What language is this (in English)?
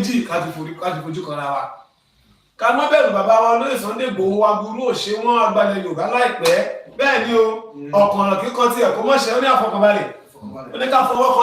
Yoruba